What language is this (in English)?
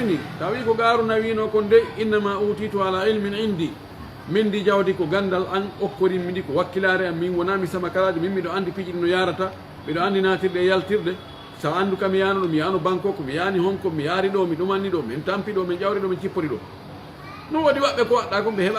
Pular